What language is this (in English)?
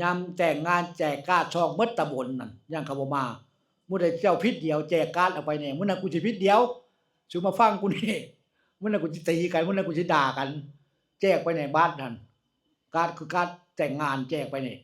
Northeastern Thai